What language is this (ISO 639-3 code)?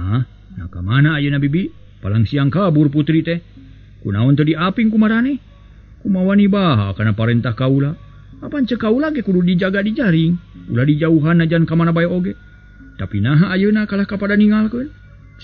sun